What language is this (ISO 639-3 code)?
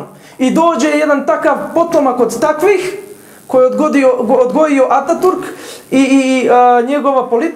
bos